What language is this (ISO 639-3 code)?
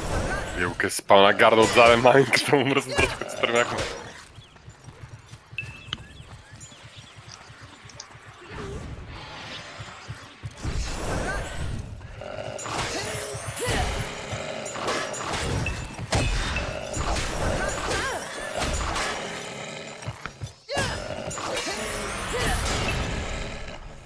bul